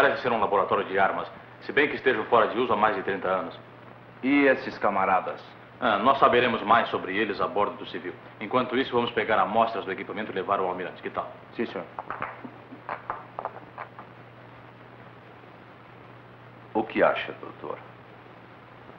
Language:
Portuguese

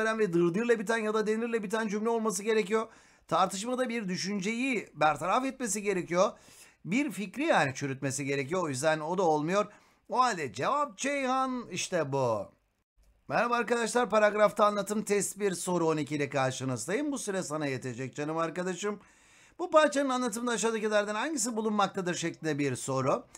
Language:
Turkish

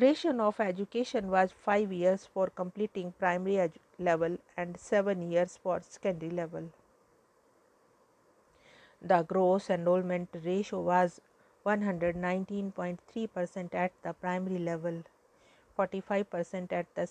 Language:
English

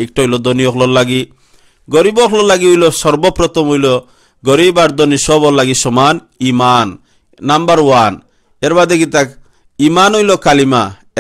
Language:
Sylheti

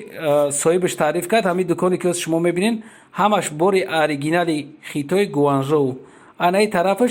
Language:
Tajik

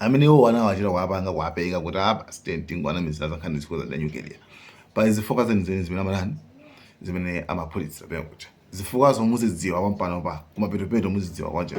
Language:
Nyanja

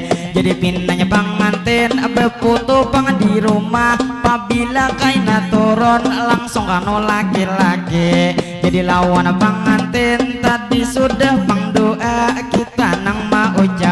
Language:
Banjar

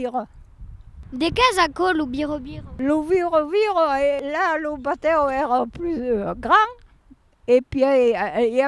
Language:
Occitan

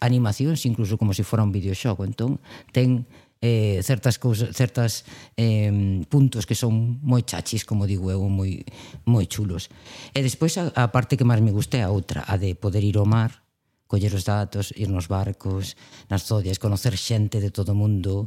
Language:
Galician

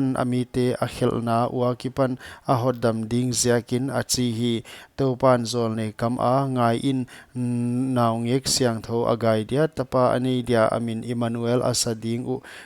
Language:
Paite Chin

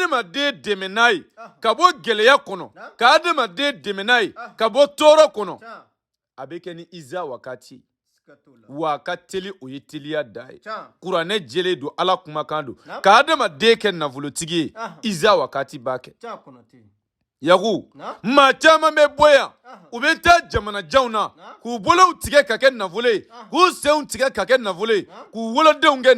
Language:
Bambara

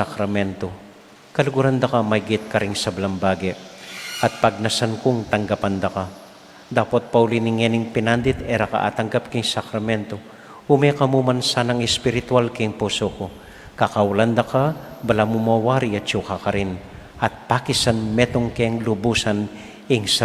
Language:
Pampanga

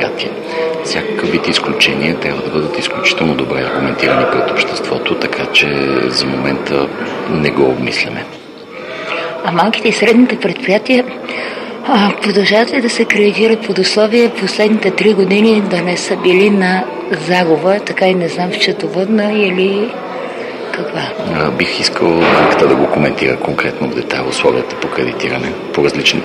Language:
Bulgarian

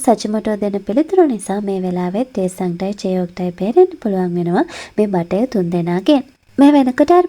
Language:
Sinhala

